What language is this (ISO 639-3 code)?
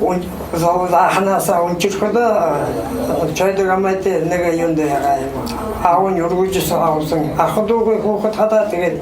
bua